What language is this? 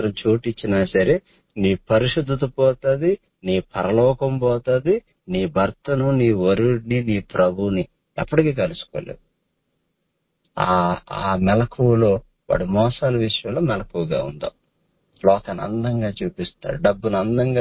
Telugu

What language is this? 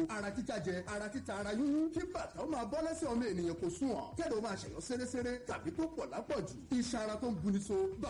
Yoruba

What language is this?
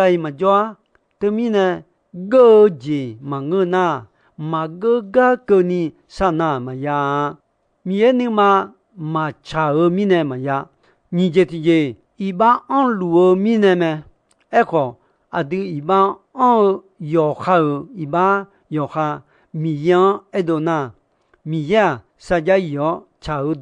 Akha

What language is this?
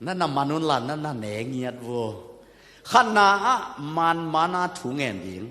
Tedim Chin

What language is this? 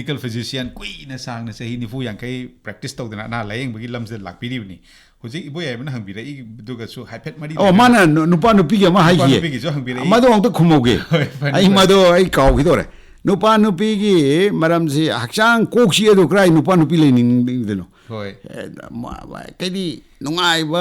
Manipuri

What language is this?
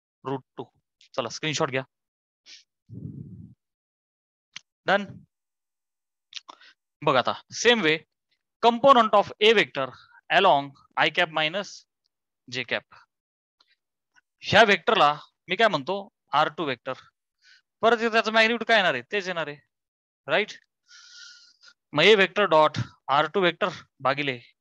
Marathi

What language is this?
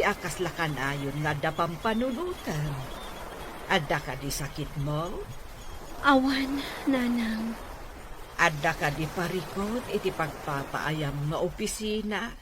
Iloko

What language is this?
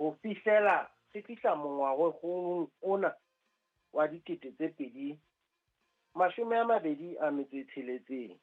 Southern Sotho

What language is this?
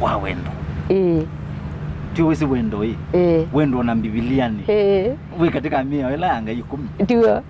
Kamba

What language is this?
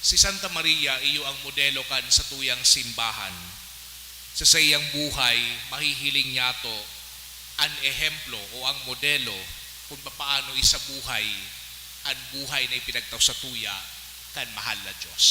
Bikol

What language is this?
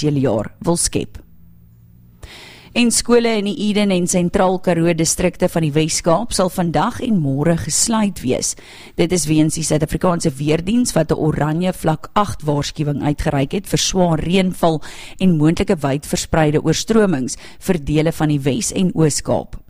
Afrikaans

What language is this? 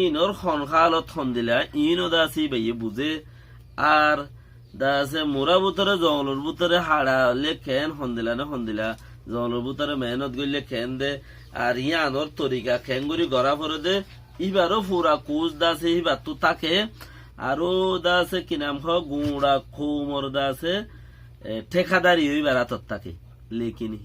Rohingya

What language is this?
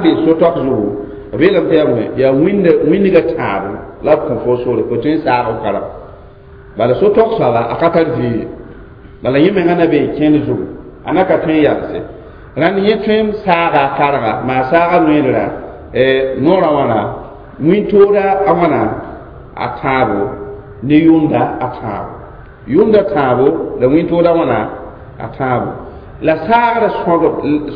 Mossi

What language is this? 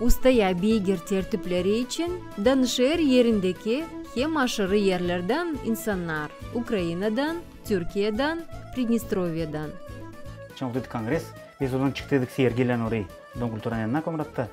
Gagauz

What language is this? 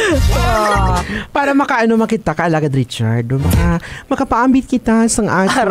Hiligaynon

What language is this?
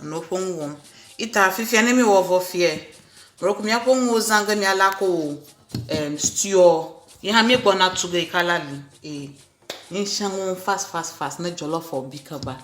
Ewe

